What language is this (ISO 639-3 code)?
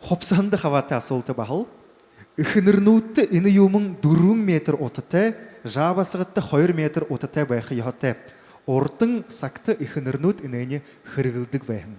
bua